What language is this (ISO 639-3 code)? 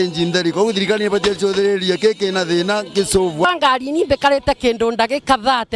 mer